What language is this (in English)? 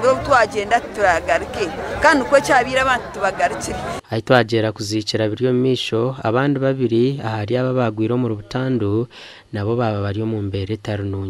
Nyankole